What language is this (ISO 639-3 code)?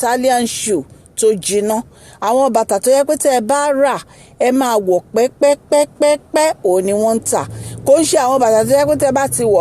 yor